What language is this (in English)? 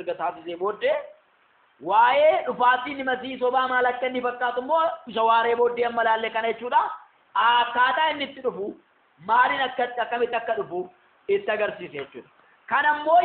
Oromo